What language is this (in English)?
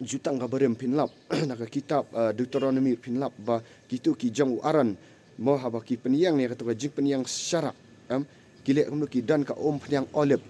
Khasi